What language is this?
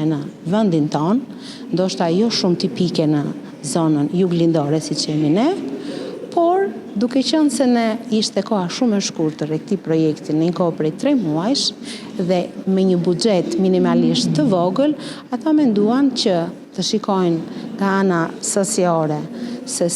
Albanian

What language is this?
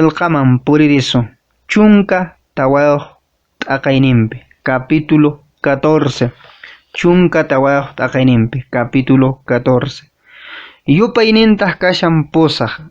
Quechua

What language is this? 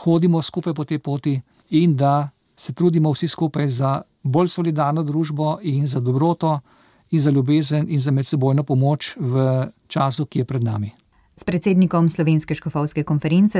Slovenian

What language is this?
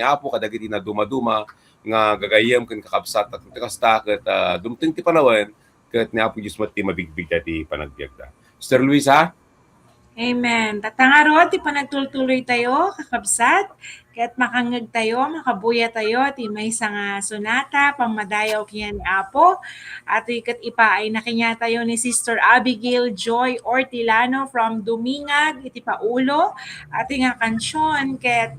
Iloko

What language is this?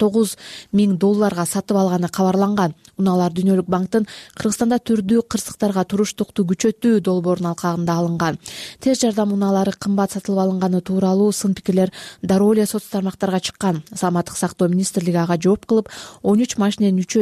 Kyrgyz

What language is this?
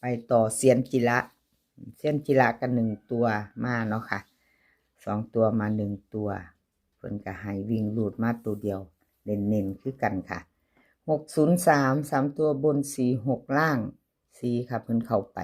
Northeastern Thai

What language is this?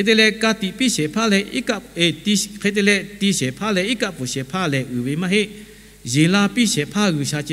Lahu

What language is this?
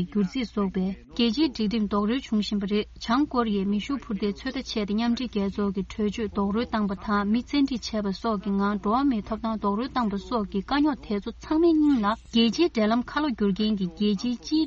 Tibetan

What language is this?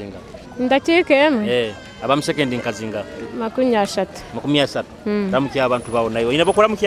Nyoro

